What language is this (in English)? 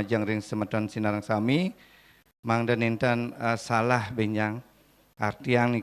Balinese